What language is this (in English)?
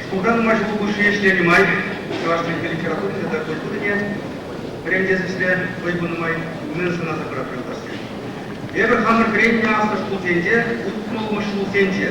Chuvash